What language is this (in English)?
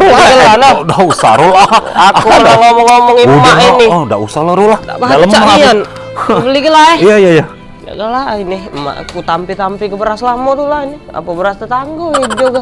Musi